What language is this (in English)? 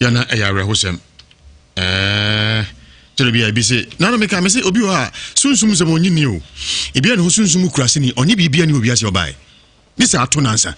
Akan